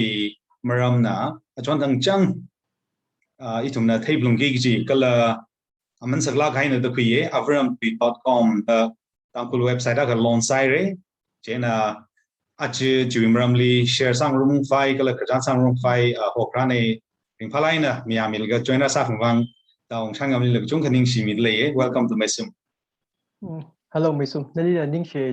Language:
Tangkhul Naga (India)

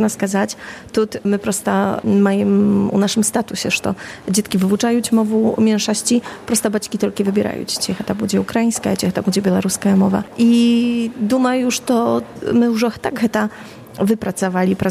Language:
Belarusian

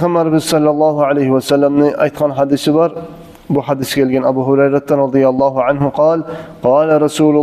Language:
Kumyk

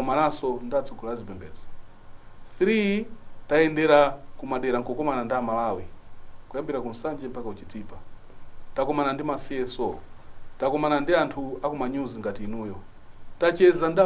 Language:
Nyanja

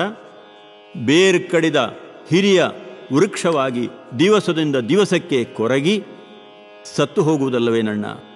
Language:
Kannada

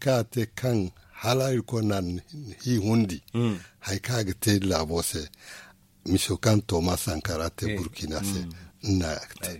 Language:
Zarma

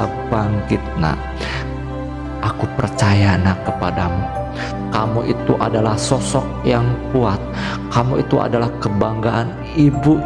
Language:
Indonesian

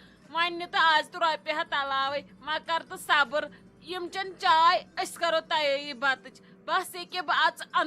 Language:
Kashmiri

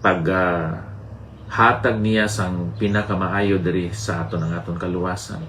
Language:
Hiligaynon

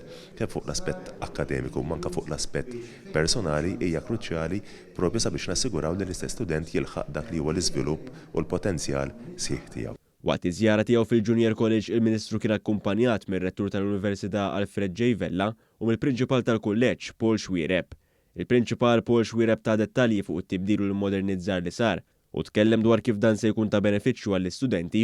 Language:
Maltese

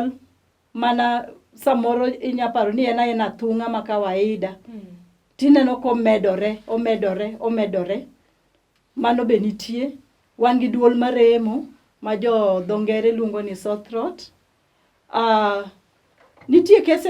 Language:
Luo (Kenya and Tanzania)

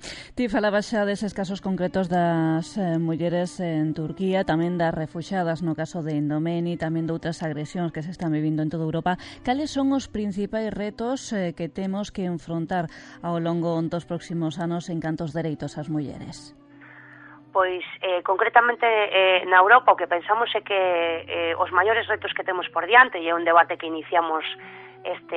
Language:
Galician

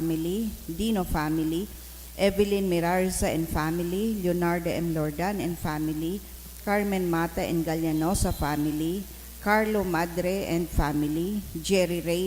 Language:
Bikol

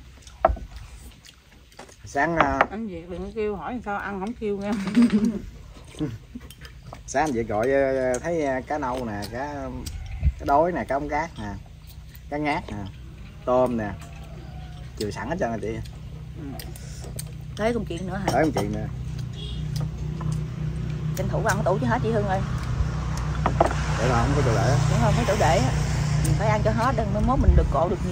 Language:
Vietnamese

